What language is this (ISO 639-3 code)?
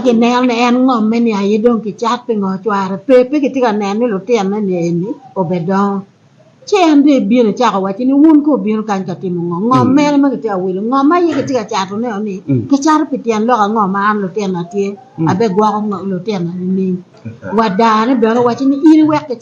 ach